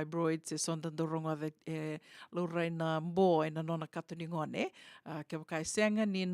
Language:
Fijian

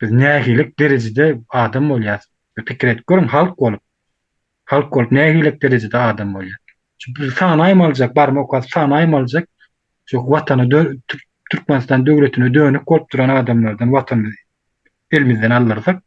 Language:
Turkmen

